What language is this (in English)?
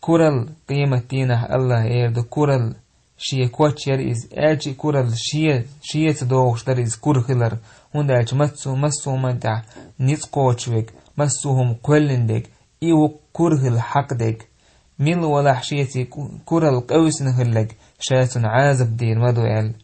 Chechen